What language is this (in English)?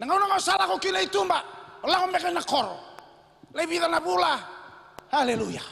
Fijian